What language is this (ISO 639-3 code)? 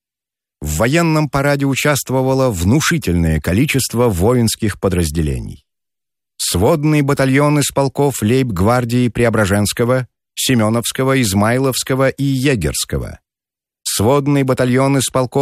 rus